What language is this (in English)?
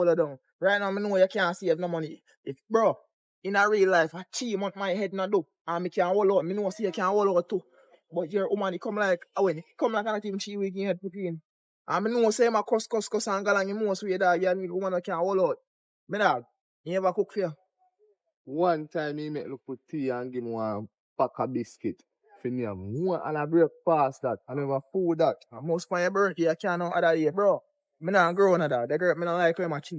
Jamaican Creole English